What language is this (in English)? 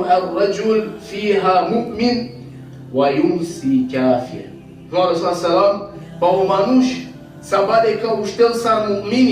Balkan Romani